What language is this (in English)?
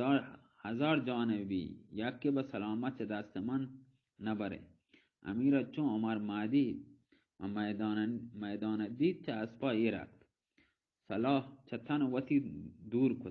Baluchi